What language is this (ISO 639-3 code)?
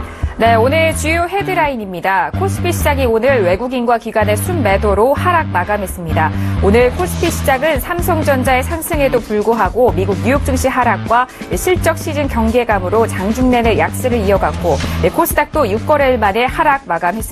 kor